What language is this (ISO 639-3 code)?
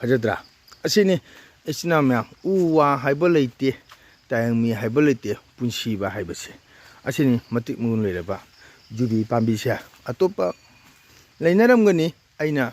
mni